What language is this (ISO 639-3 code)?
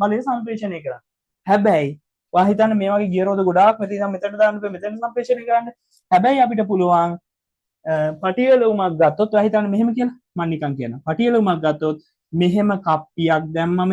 sin